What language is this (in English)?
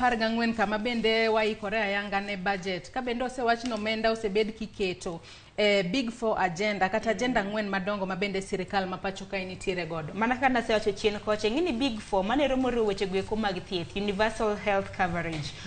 Luo (Kenya and Tanzania)